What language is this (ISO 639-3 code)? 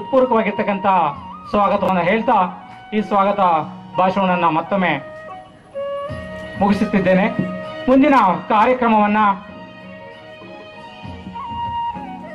kan